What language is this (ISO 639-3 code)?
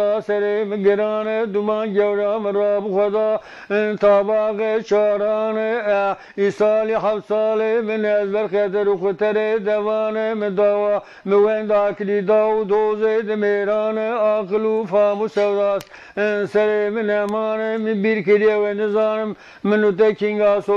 zza